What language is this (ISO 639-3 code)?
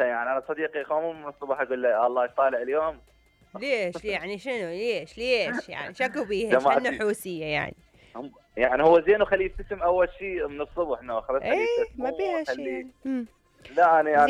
acm